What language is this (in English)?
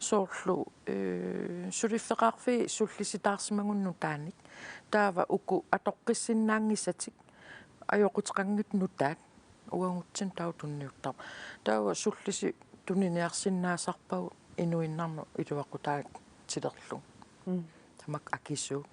Kalaallisut